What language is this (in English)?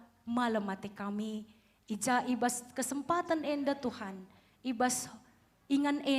Batak Karo